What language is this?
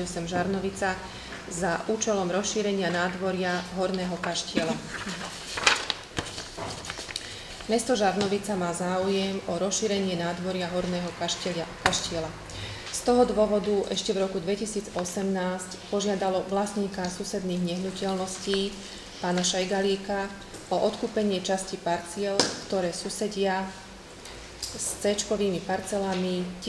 Slovak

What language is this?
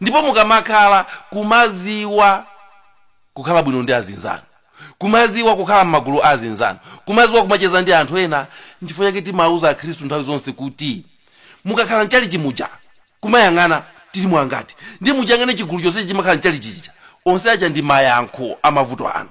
Nyanja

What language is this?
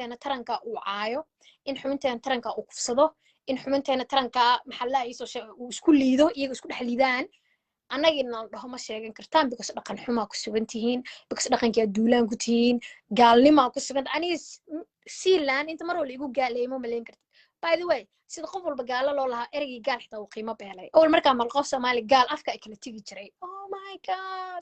Somali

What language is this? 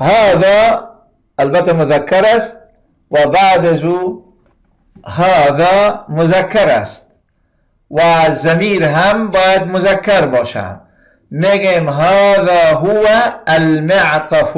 Persian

